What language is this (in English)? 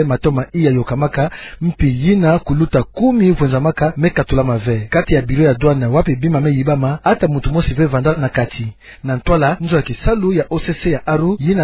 Kituba (Democratic Republic of Congo)